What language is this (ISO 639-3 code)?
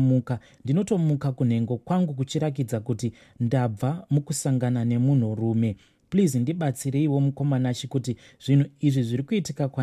sna